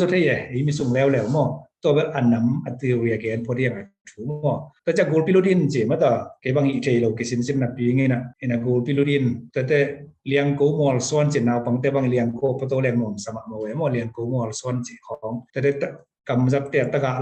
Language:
Tedim Chin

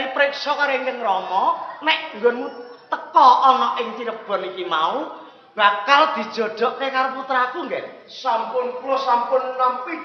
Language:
Javanese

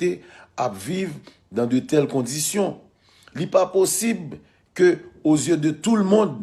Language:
Haitian Creole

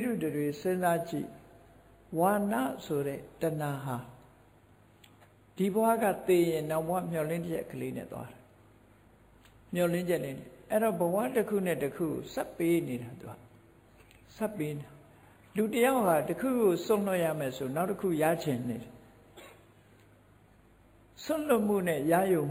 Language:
Burmese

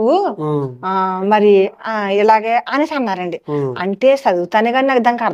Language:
Telugu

